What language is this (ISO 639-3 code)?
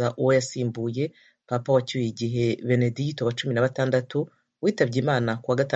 kin